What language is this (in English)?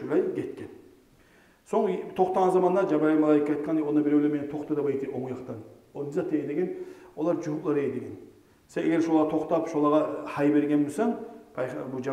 Kumyk